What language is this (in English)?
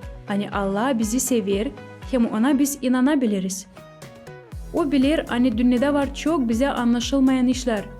Gagauz